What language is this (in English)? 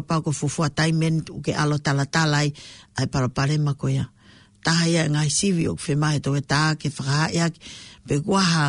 Tongan